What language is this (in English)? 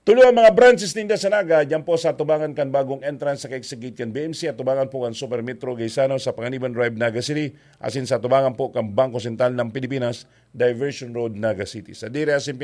Bikol